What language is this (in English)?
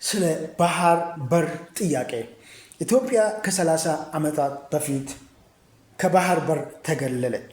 Amharic